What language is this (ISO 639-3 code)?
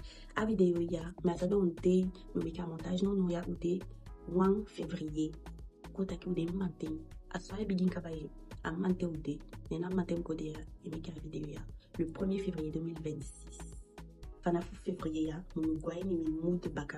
djk